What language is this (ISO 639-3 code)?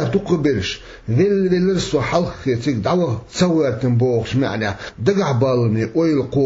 che